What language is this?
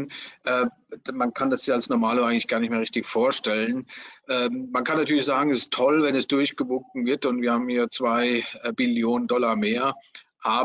German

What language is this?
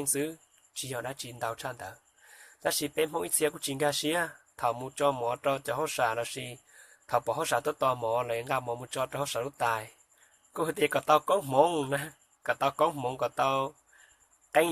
Hmong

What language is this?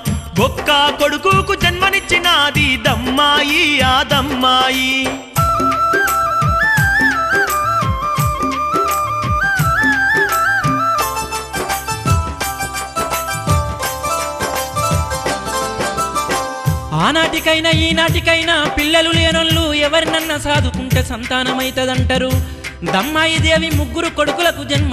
Telugu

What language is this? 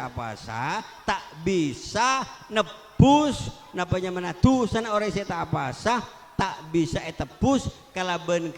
Madurese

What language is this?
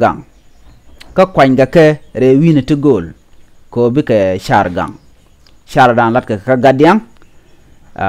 Nuer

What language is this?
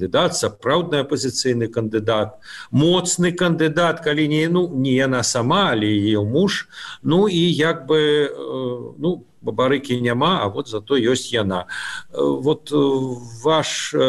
Belarusian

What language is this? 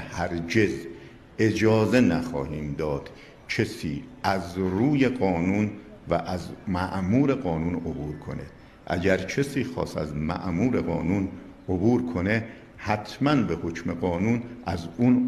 Persian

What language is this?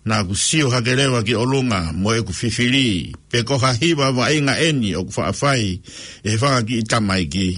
Tongan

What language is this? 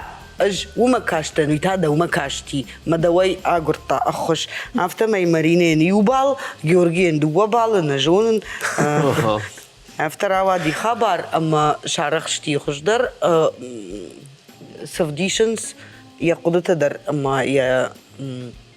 Ossetic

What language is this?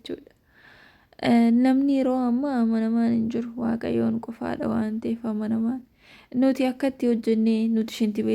Oromo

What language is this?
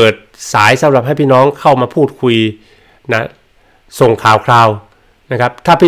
Thai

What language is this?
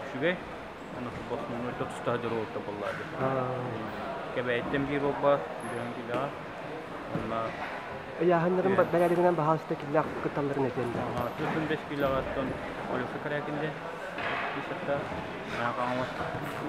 Yakut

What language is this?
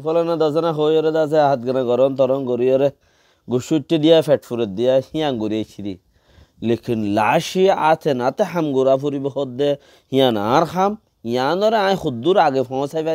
Rohingya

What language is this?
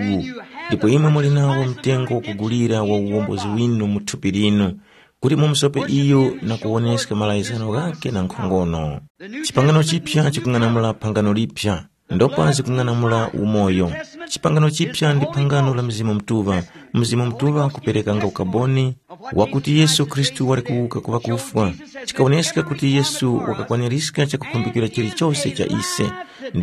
Tumbuka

